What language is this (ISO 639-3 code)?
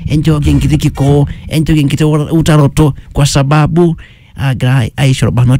mas